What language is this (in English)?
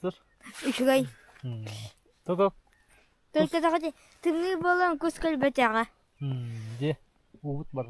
Yakut